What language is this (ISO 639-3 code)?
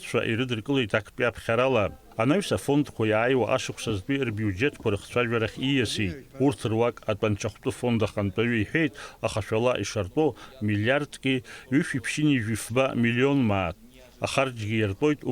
abk